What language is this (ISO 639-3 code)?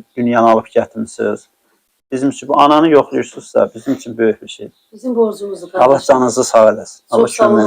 aze